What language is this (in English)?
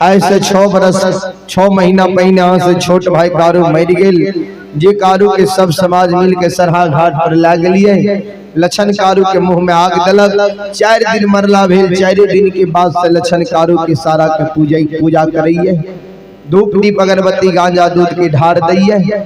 Maithili